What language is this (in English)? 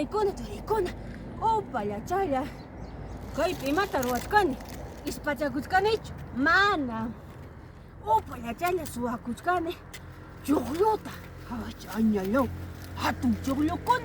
Ayacucho Quechua